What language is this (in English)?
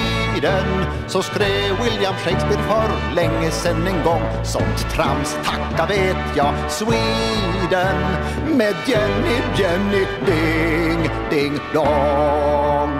Swedish